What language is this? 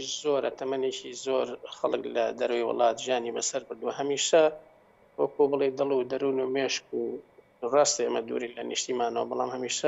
Central Kurdish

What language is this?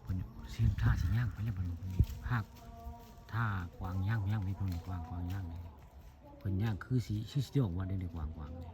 Northeastern Thai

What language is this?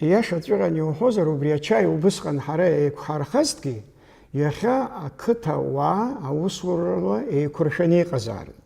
Abkhazian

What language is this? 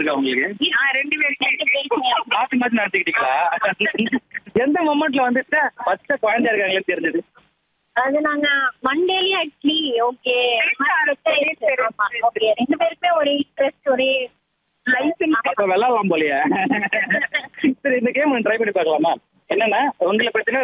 Tamil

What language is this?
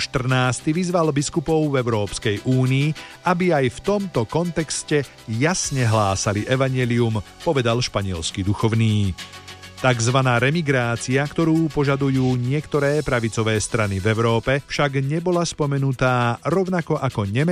Slovak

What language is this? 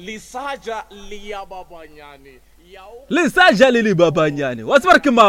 Northern Sotho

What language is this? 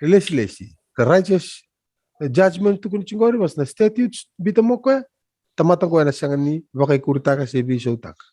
Fijian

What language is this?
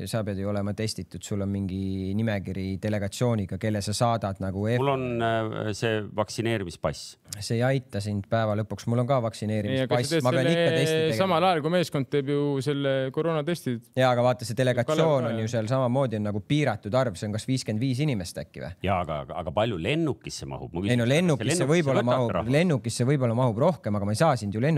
Estonian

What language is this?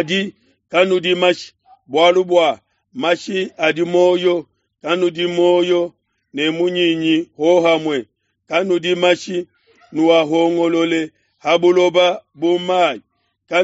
Luba-Lulua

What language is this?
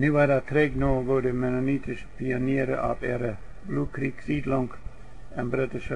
Plautdietsch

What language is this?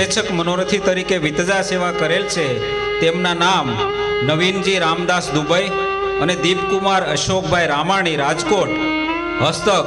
Gujarati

